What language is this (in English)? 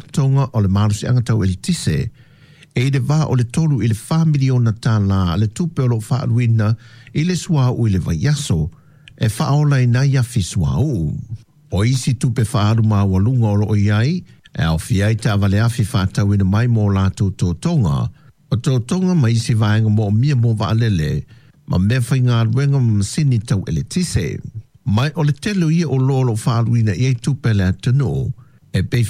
Samoan